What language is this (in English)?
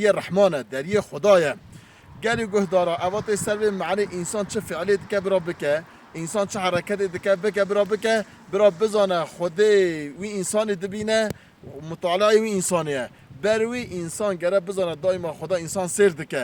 Kurdish